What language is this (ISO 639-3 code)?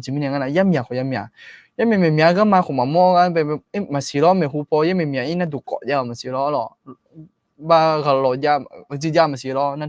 ahk